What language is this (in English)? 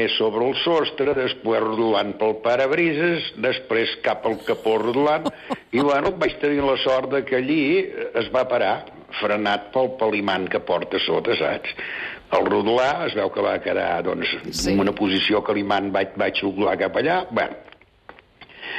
Catalan